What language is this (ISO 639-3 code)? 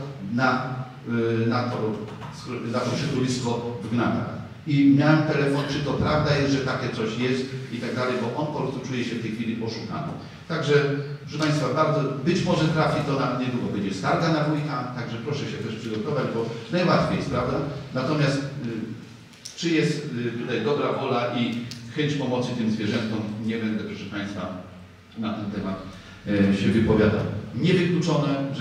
pol